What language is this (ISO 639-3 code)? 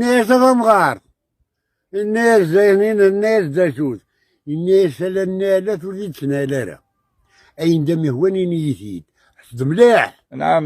kab